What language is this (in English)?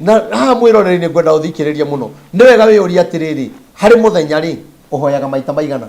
Kikuyu